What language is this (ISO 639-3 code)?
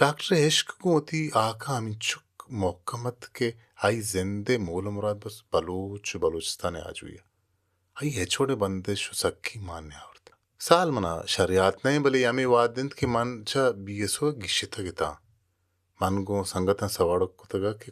bal